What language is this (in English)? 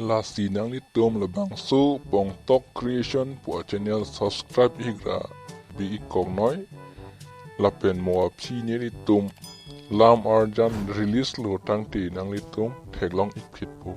Karbi